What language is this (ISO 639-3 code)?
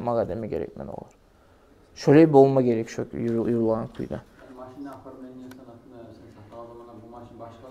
kum